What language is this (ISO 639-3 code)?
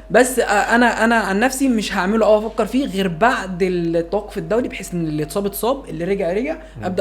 arz